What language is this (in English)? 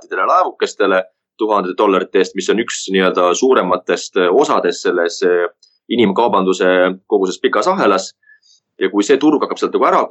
Estonian